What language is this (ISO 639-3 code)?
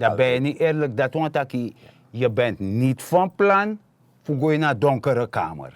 srn